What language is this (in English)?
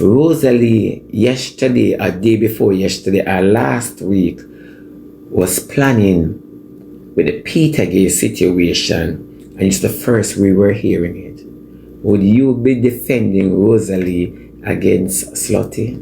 Jamaican Creole English